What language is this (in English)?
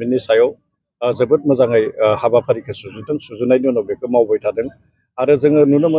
Bodo